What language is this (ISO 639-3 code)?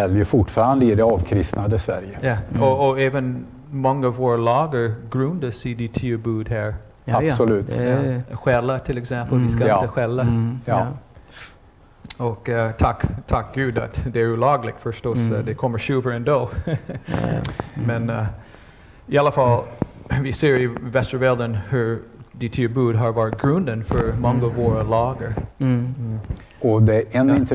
swe